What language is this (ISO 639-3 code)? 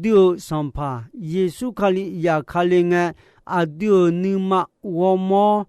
ahk